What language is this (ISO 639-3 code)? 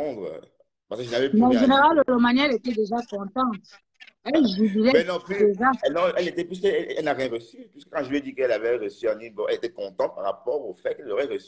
fra